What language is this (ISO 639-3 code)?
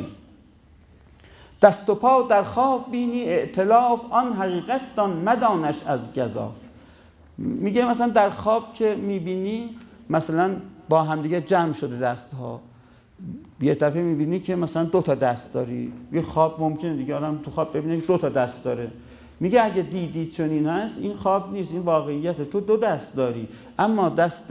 fas